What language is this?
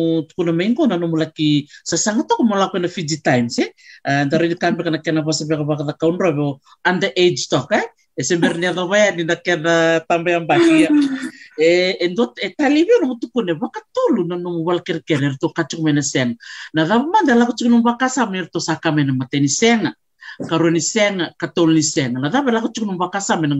Fijian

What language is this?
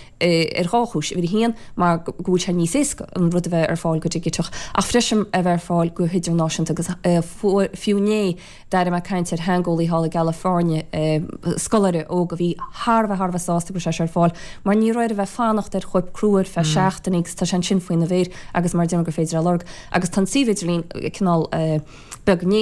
Irish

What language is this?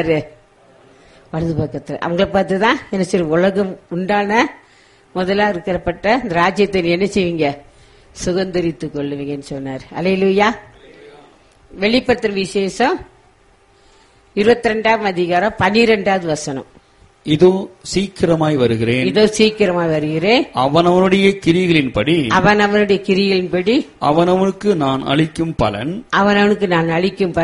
Tamil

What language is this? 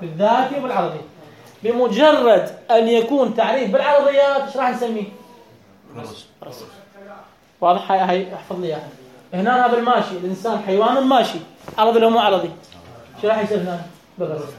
Mesopotamian Arabic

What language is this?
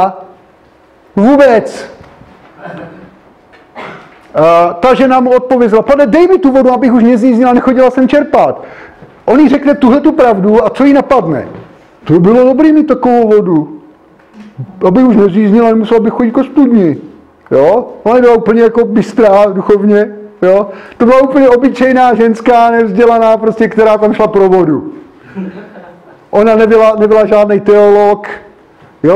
Czech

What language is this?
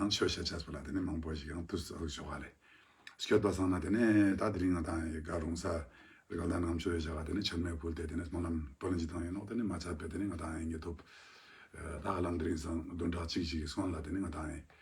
Ladakhi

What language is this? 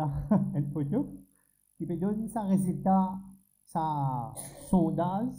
Morisyen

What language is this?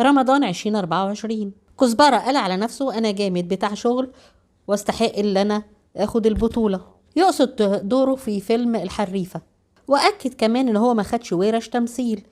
Egyptian Arabic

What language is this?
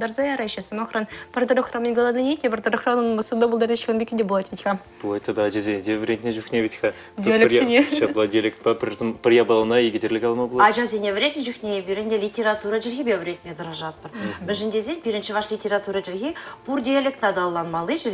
Chuvash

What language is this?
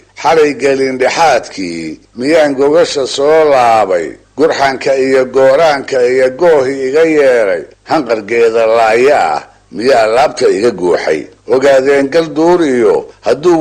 Somali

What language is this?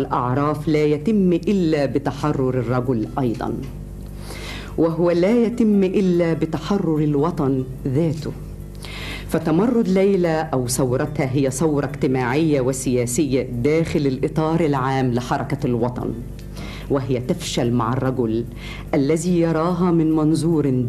Arabic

